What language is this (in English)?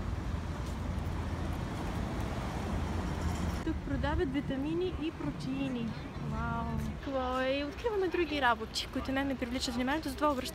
Bulgarian